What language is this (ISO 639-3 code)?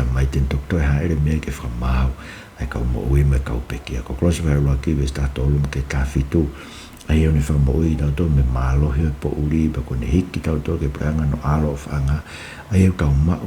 ton